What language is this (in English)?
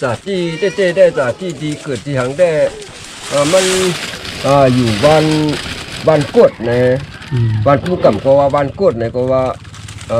Shan